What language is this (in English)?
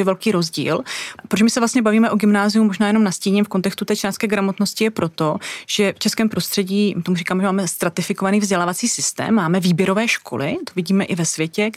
Czech